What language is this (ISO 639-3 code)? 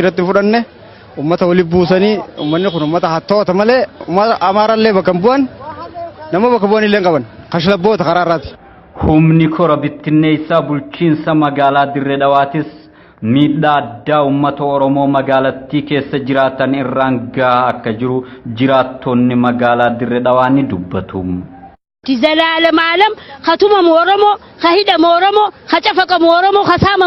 orm